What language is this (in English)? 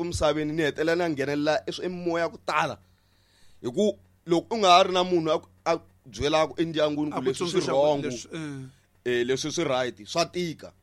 Tsonga